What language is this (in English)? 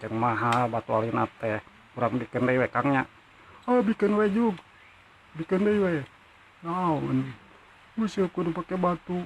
Sundanese